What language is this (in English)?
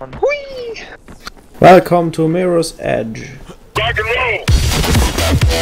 Luxembourgish